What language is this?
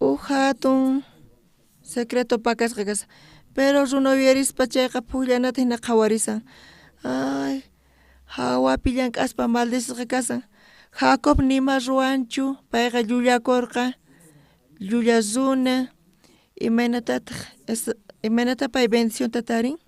South Bolivian Quechua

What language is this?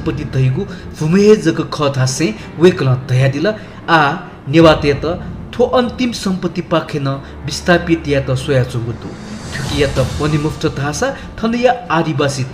Newari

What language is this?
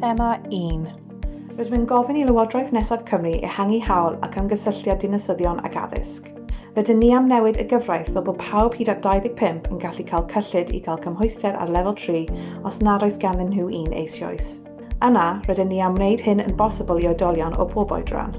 Welsh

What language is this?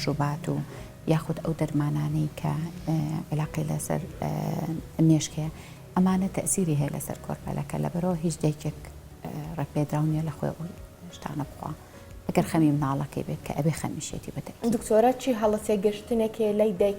Central Kurdish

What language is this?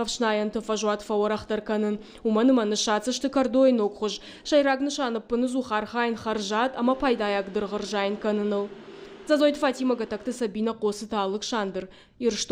Ossetic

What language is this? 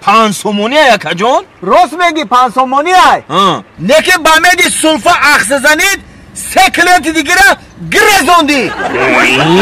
Tajik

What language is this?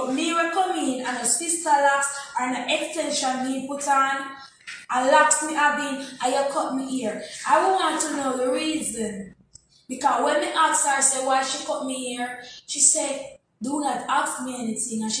Jamaican Creole English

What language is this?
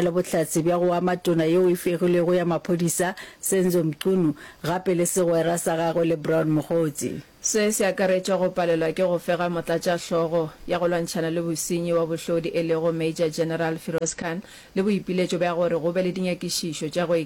Northern Sotho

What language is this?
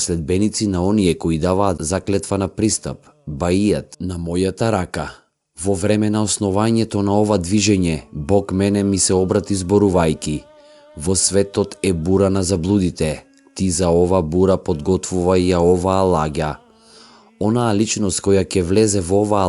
Macedonian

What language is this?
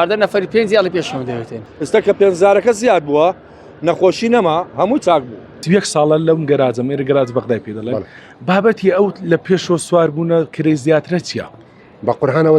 Central Kurdish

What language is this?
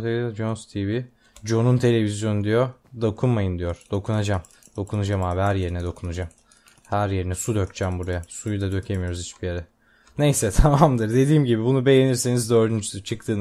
Turkish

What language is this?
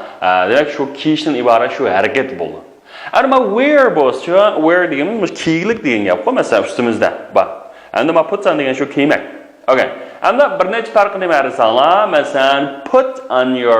Uyghur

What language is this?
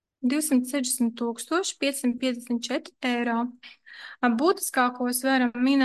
Latvian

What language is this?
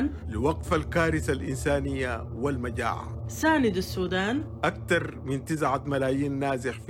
Sudanese Arabic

